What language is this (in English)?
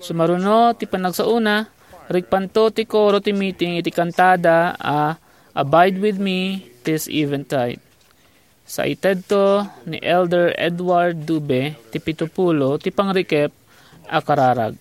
Iloko